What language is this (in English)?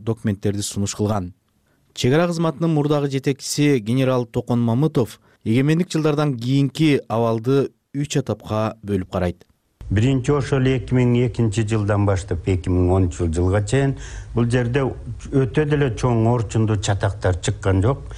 Kyrgyz